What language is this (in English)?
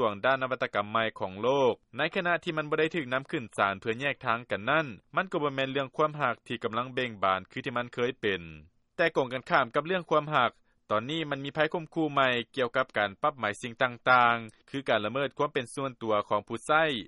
Lao